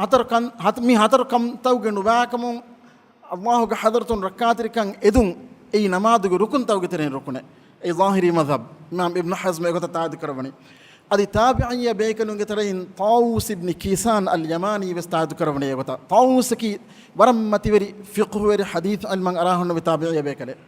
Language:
Divehi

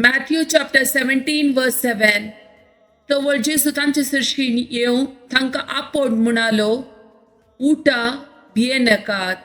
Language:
Konkani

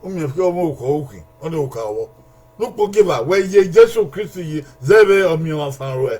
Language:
Bini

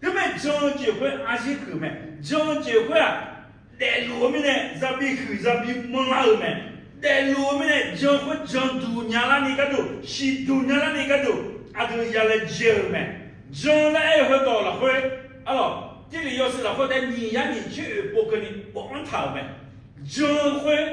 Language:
Akha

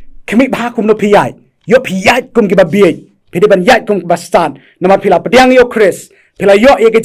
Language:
Khasi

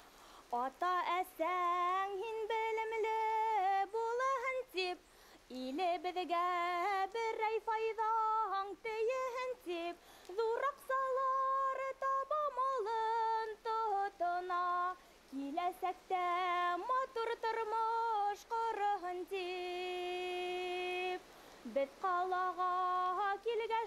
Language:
Bashkir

